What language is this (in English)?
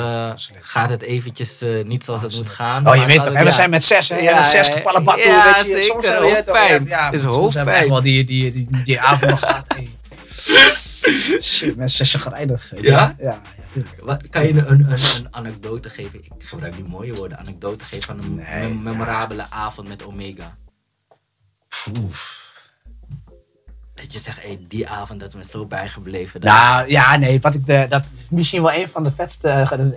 Dutch